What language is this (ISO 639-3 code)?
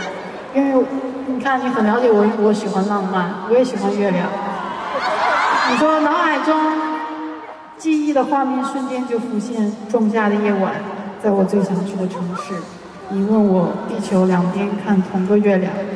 zho